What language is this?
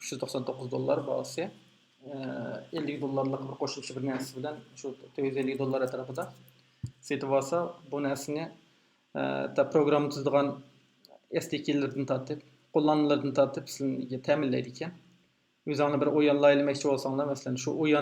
Uyghur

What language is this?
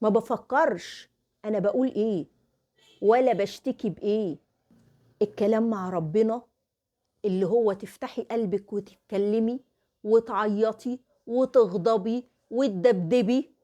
Egyptian Arabic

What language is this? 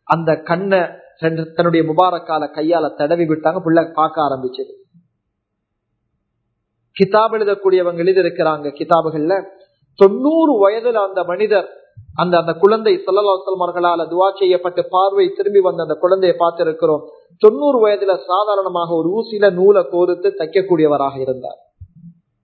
Tamil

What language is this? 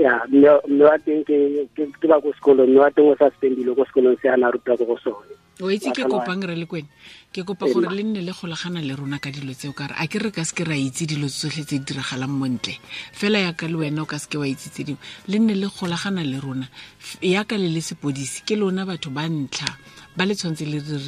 Tswana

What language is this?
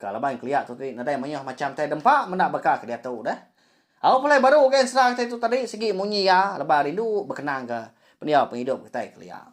Iban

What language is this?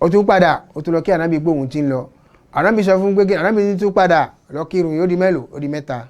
Yoruba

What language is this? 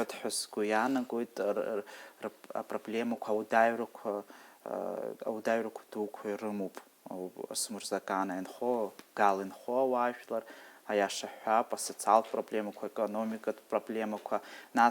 Abkhazian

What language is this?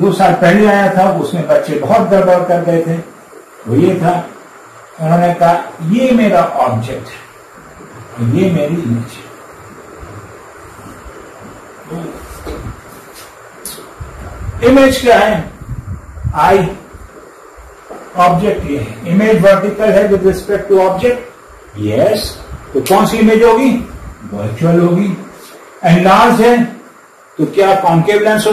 Hindi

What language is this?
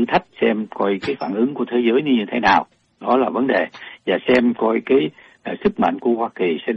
Vietnamese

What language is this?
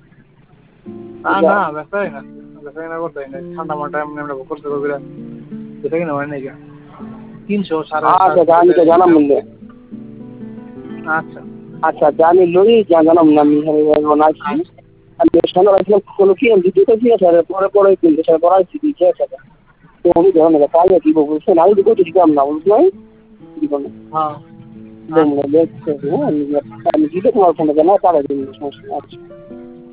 Bangla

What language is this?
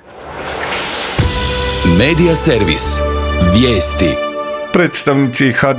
Croatian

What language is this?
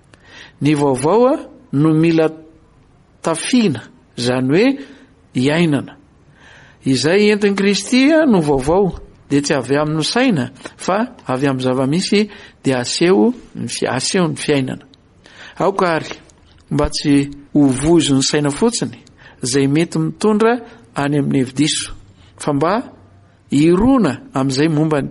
Malagasy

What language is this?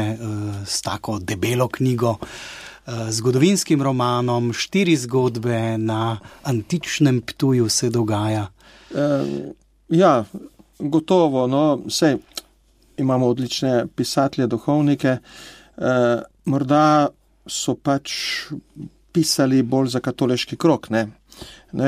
Slovenian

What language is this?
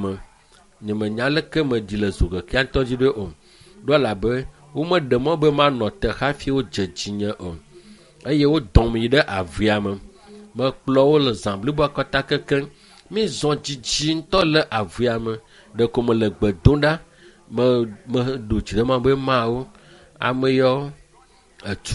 Ewe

